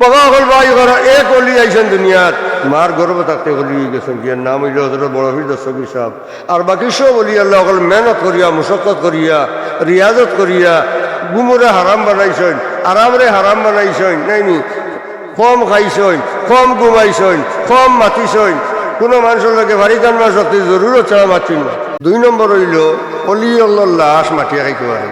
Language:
Sylheti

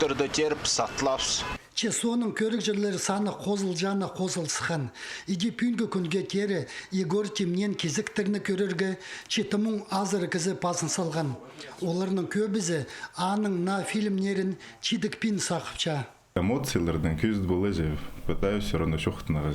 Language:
Khakas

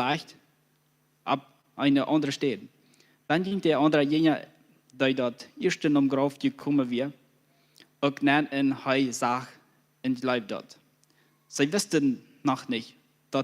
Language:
Plautdietsch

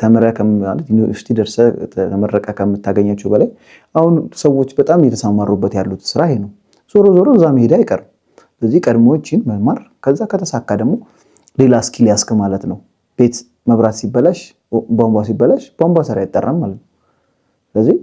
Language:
Amharic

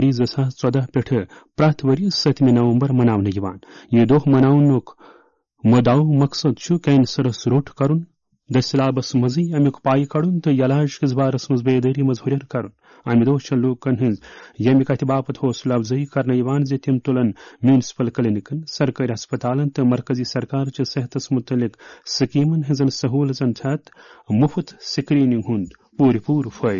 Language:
Kashmiri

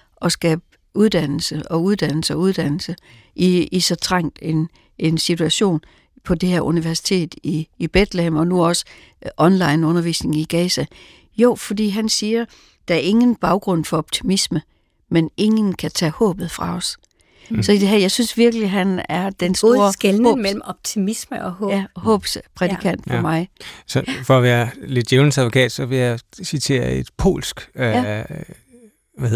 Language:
Danish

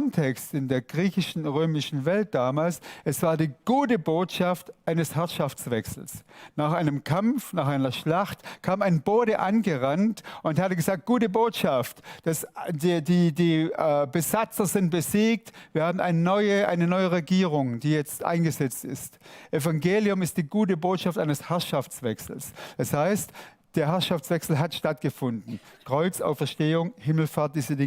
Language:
Swiss German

